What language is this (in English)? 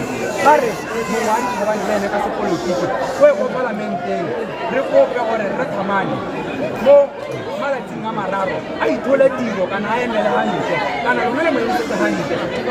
Tswana